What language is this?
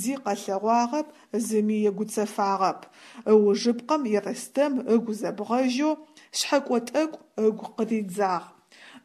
Adyghe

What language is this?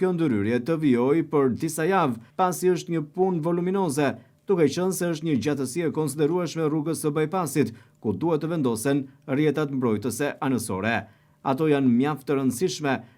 Albanian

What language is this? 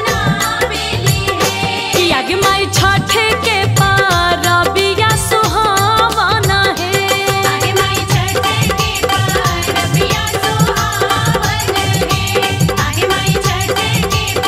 Bhojpuri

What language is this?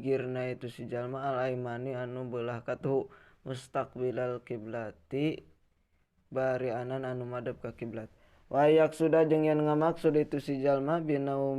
Sundanese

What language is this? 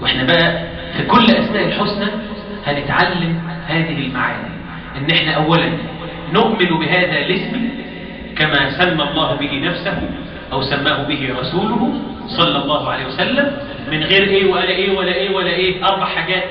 Egyptian Arabic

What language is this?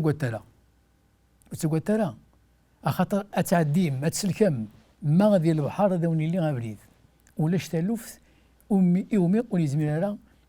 Kabyle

